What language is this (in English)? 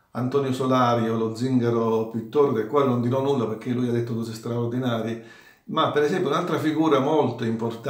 Italian